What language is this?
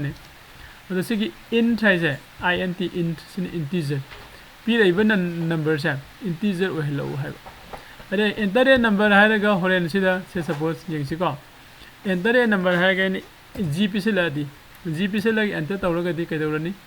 Manipuri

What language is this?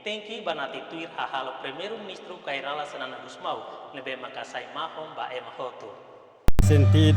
Tetum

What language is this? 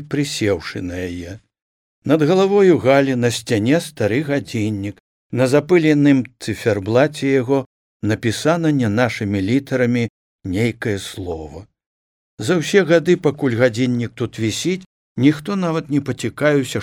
Belarusian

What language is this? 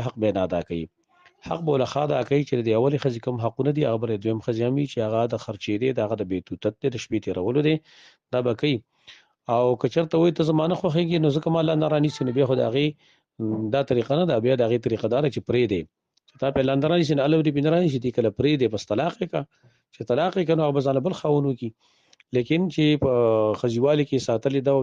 Pashto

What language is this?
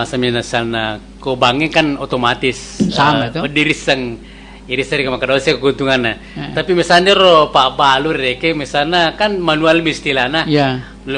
Buginese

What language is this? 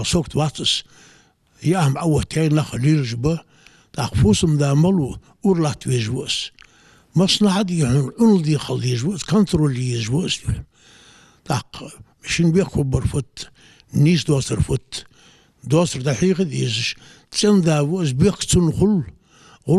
Ingush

